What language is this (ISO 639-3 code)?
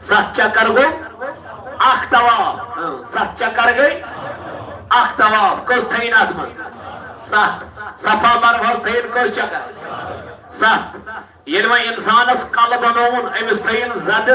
kas